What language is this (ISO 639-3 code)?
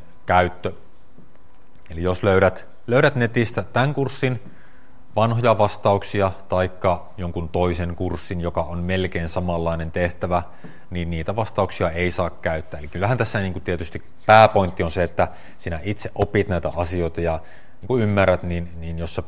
fin